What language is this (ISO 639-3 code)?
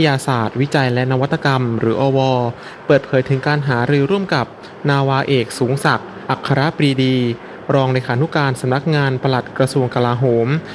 tha